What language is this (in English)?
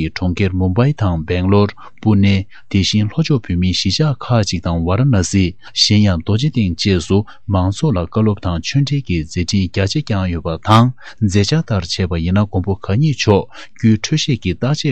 Tibetan